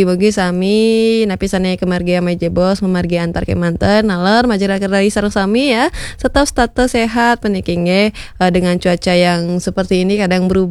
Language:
Balinese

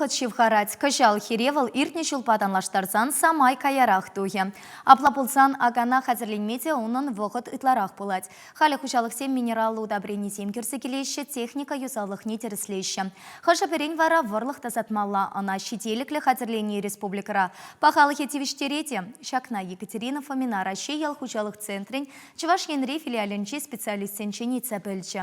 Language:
Chuvash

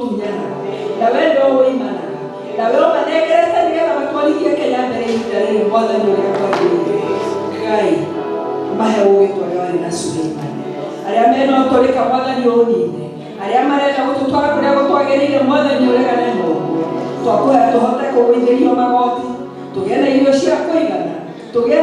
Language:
Kikuyu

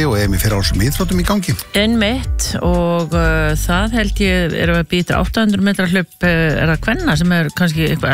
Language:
Icelandic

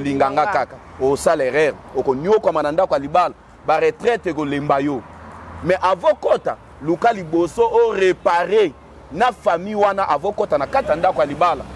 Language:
Lingala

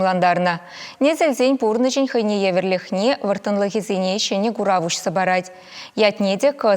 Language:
Chuvash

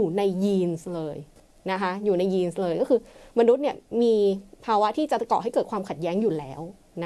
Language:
Thai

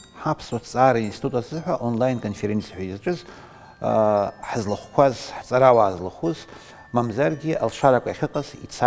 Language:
Abkhazian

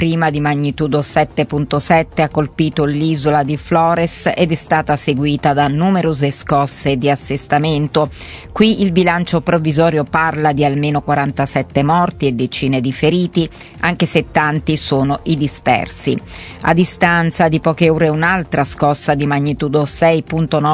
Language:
Italian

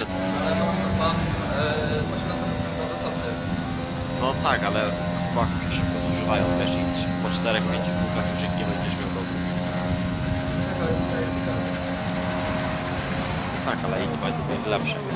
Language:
Polish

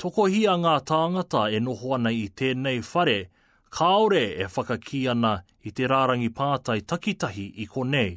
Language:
Māori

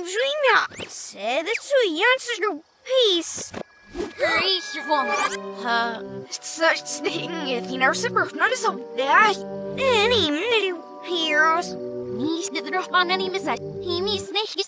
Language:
English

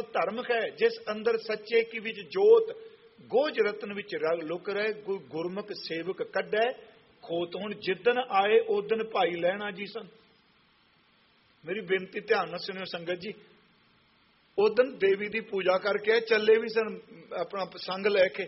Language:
Punjabi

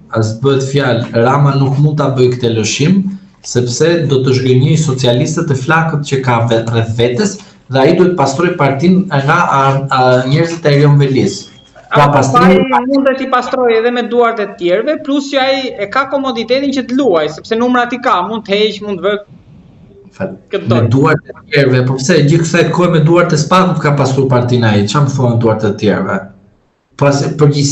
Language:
Albanian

